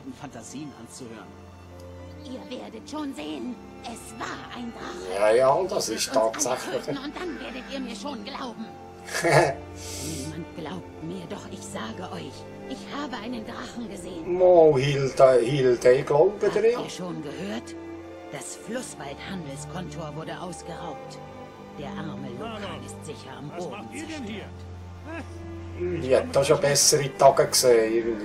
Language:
Swiss German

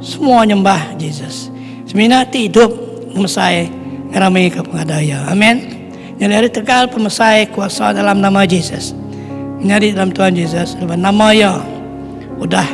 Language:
Iban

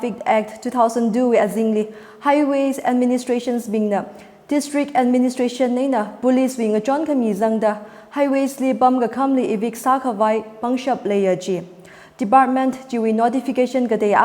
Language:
Tangkhul Naga (India)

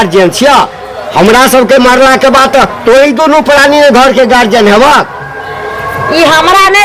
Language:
Maithili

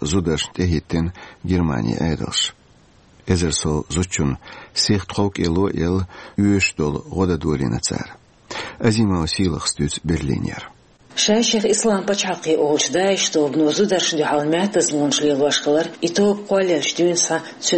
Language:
Chechen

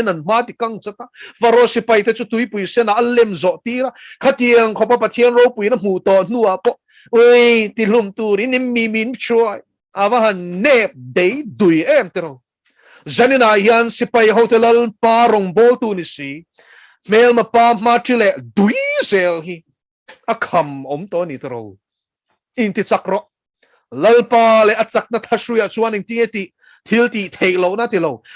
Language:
Mizo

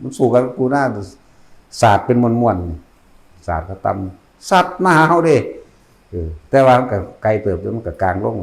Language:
Northeastern Thai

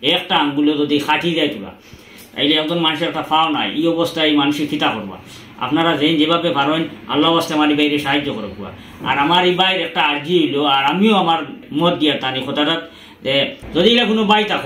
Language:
Sylheti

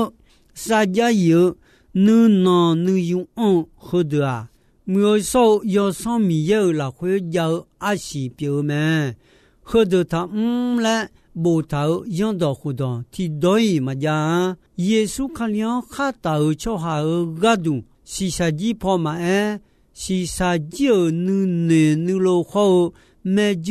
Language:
Akha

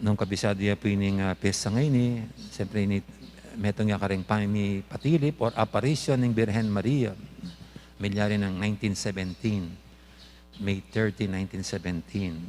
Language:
Pampanga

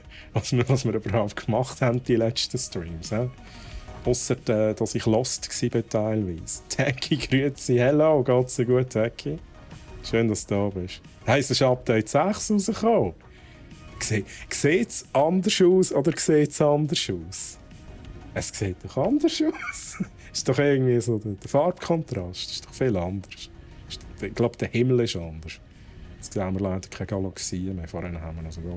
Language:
Swiss German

